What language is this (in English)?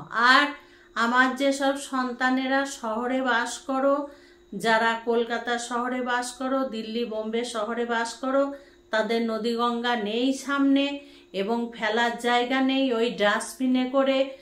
Bangla